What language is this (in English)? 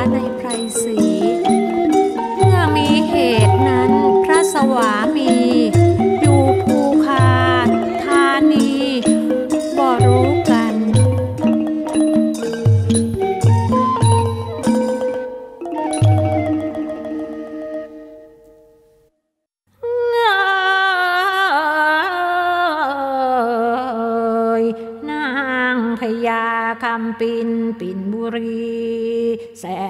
Thai